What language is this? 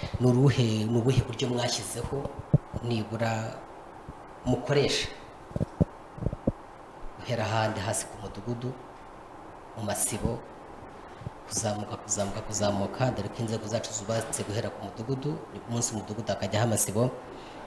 Kinyarwanda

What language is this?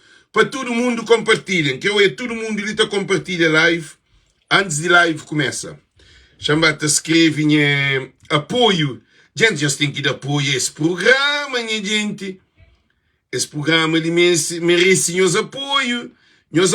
Kabuverdianu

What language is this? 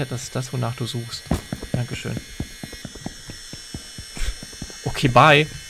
German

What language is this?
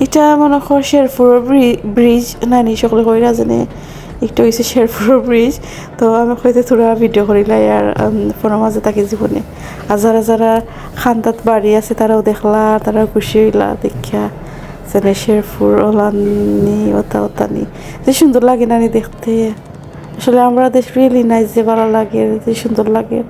Sylheti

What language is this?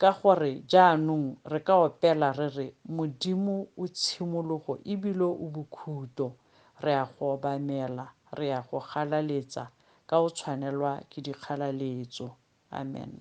Tswana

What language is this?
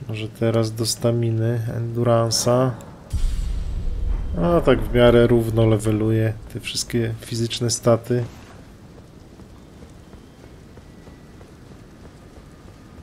Polish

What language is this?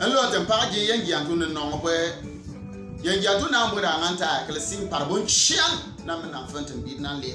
Bimoba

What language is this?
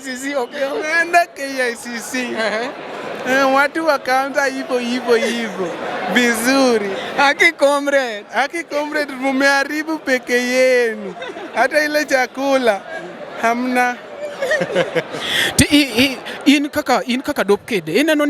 Luo (Kenya and Tanzania)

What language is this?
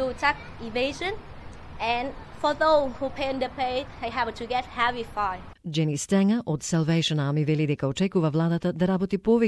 Macedonian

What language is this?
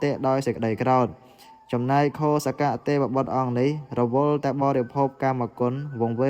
Khmer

